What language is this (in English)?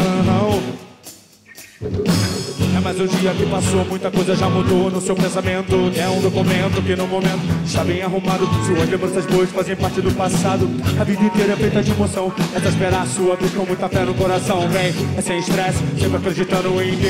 Portuguese